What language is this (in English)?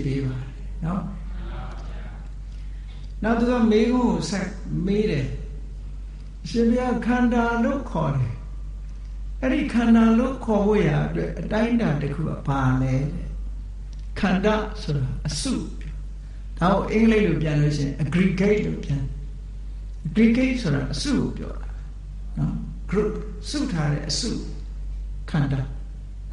Burmese